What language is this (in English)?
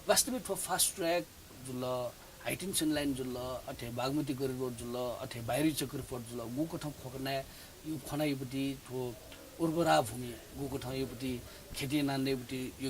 Newari